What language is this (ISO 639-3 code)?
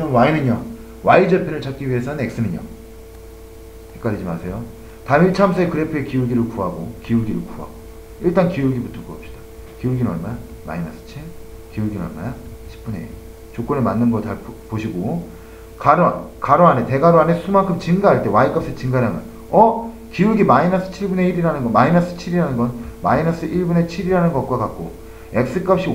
kor